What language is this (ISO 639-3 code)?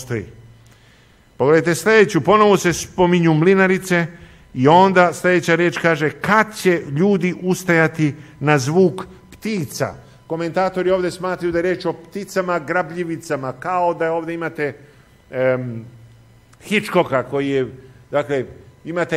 srp